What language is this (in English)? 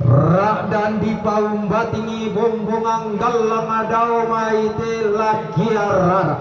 Toraja-Sa'dan